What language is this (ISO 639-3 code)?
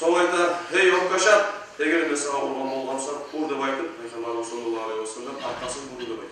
kum